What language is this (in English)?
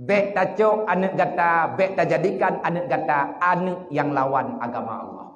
Achinese